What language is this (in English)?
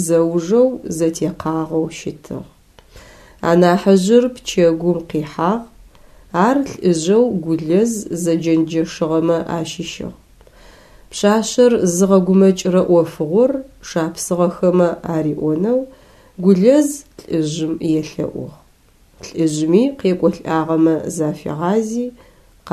Adyghe